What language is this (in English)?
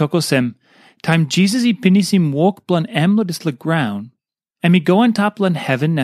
Tok Pisin